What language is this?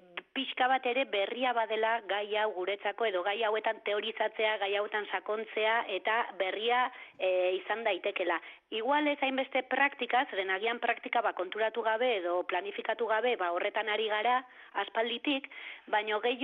Basque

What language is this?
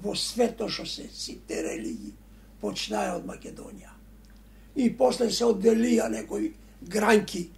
Macedonian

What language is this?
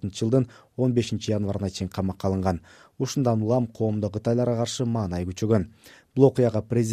Kyrgyz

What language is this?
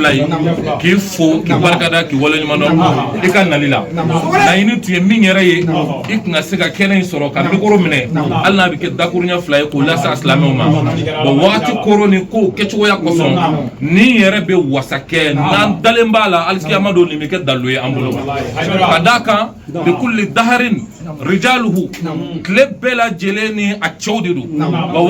Bambara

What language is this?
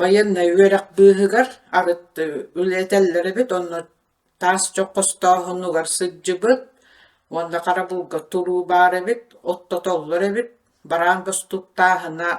Yakut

